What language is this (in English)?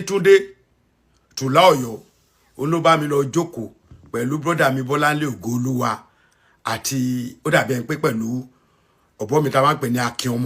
Yoruba